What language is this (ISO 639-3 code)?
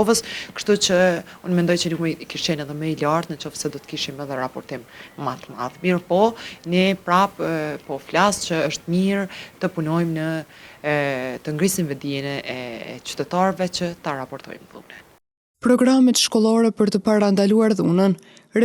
sqi